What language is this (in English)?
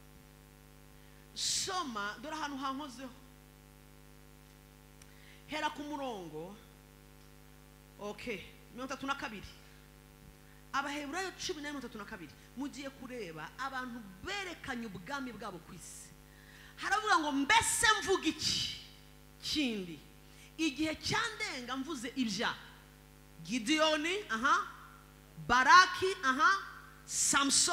Kinyarwanda